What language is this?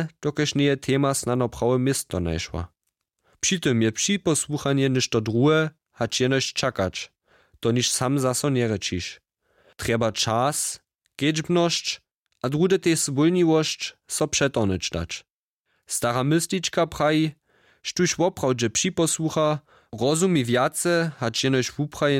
Upper Sorbian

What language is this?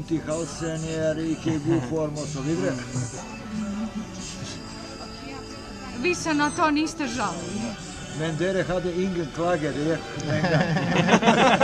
Norwegian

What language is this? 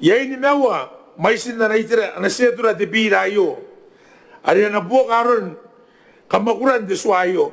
Gilbertese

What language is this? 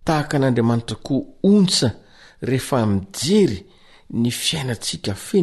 Malagasy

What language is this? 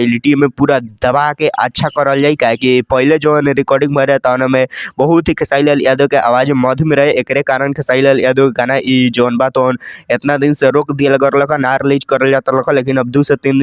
Bhojpuri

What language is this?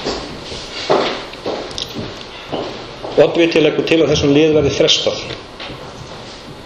Icelandic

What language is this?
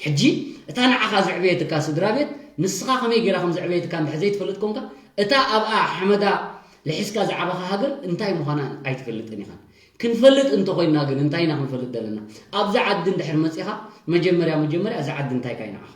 Tigrinya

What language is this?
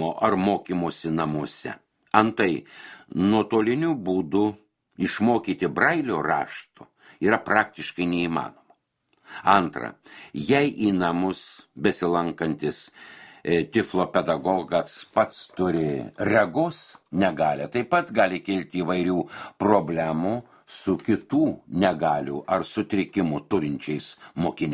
Lithuanian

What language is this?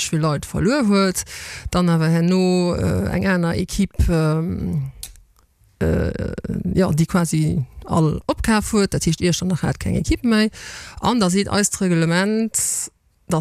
Luxembourgish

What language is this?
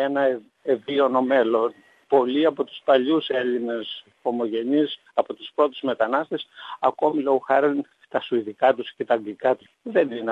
Greek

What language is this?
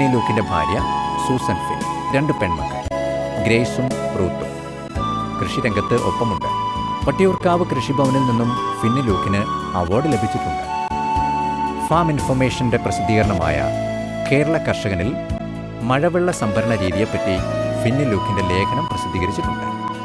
Malayalam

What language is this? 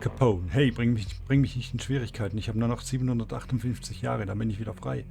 Swiss German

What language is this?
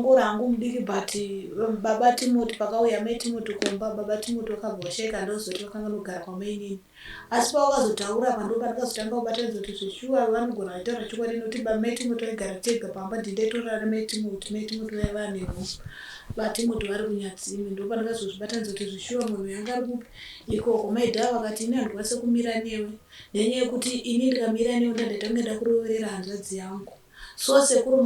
Shona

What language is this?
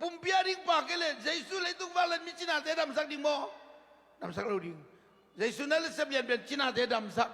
Tedim Chin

